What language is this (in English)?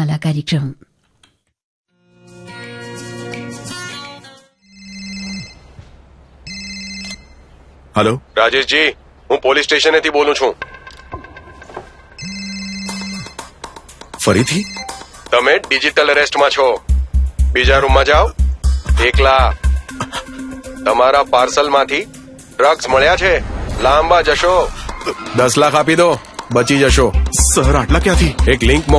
Gujarati